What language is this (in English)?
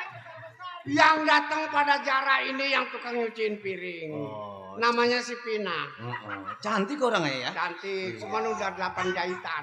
Betawi